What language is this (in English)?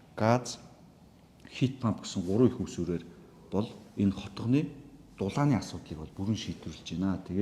Mongolian